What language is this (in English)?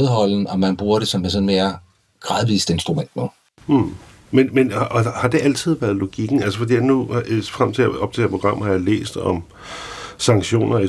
Danish